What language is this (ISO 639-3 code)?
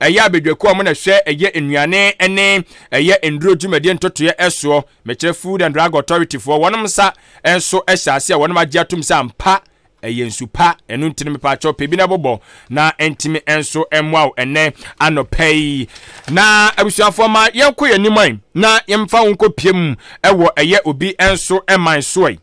aka